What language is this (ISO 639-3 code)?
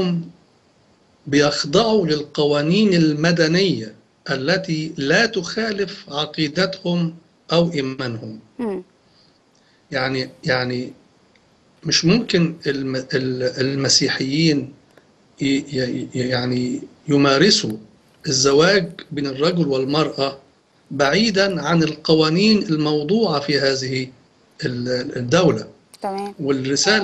arz